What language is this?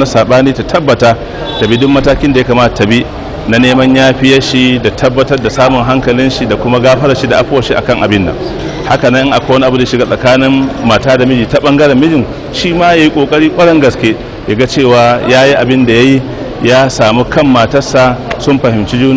Hausa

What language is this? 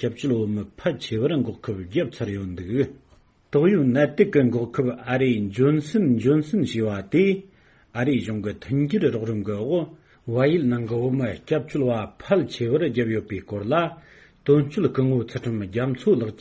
Tibetan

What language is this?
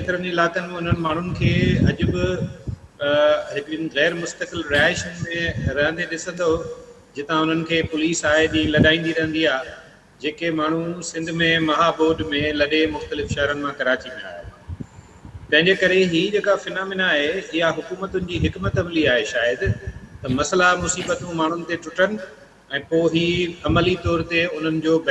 Sindhi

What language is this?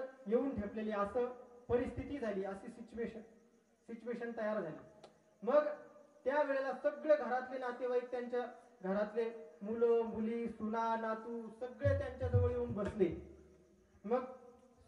Marathi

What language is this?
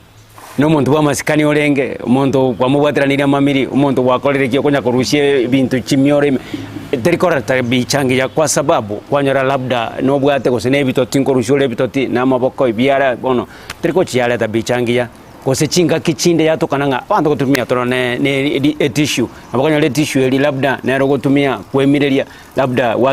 Gusii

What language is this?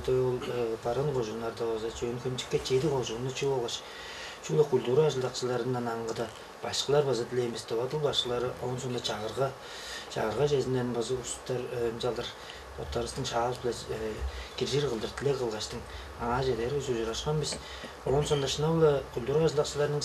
Tuvinian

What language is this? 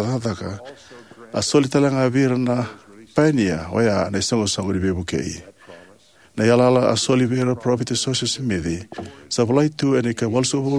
Fijian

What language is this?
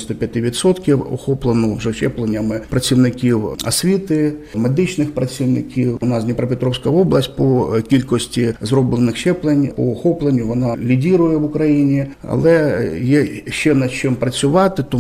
Ukrainian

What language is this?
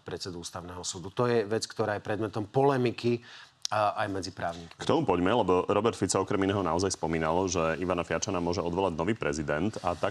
Slovak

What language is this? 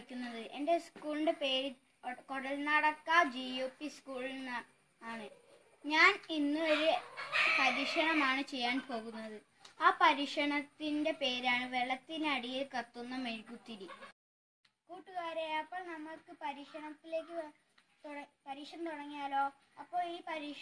Malayalam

